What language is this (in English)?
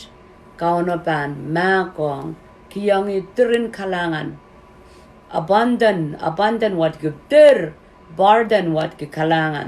Pohnpeian